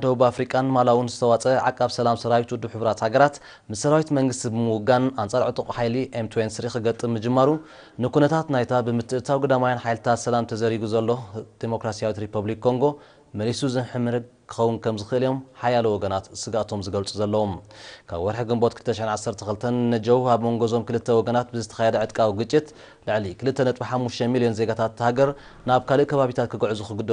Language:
Tigrinya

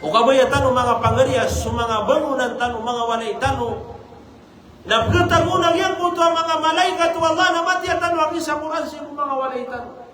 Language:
Maranao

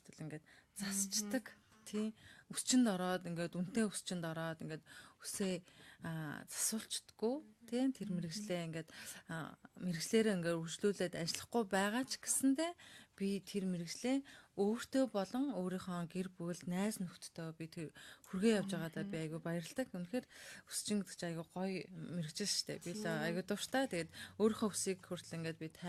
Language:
Mongolian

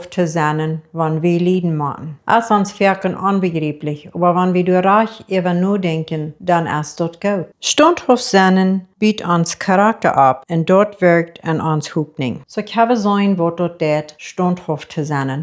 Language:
Plautdietsch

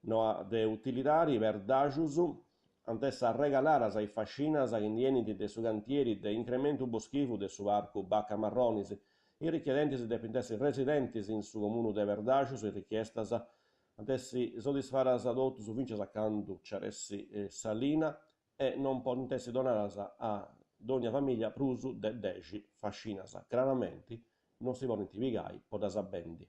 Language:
Sardinian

